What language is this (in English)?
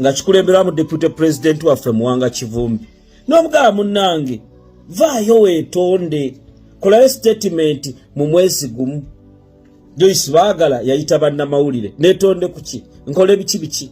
Ganda